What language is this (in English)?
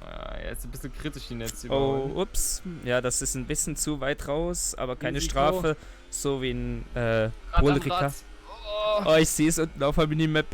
Swiss German